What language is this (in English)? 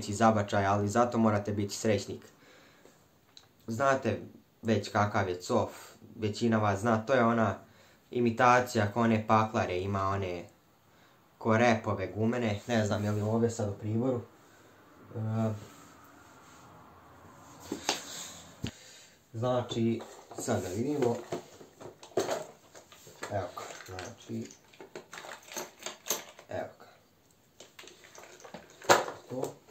Croatian